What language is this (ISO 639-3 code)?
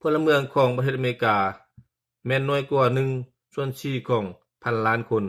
lao